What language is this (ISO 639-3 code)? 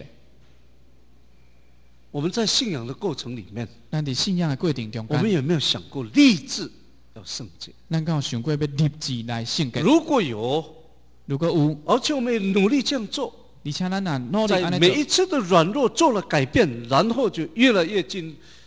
zho